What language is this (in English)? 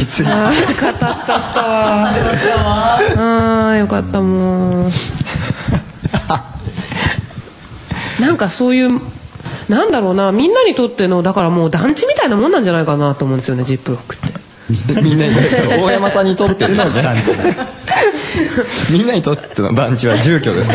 Japanese